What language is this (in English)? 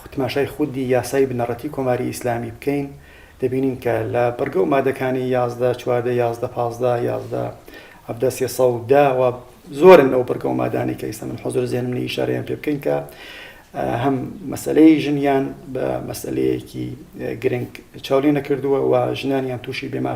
Central Kurdish